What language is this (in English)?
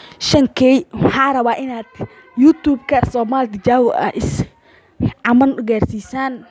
Somali